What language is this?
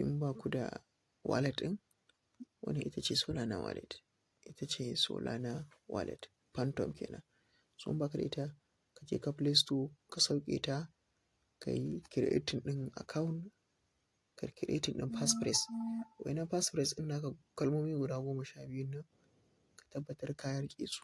Hausa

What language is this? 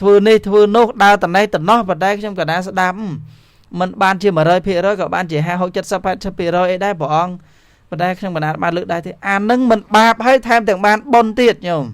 Khmer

